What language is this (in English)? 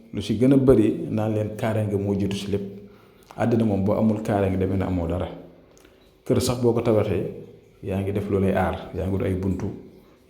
Wolof